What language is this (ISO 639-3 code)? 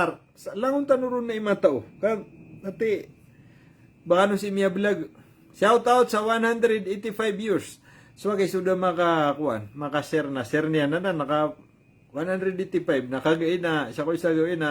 mrw